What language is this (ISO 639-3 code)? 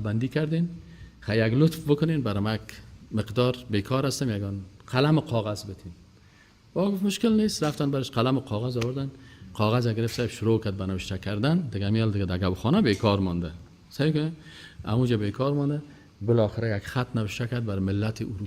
fas